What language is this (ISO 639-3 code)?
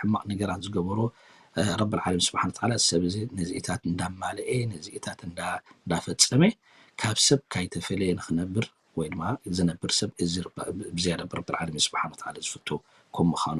tir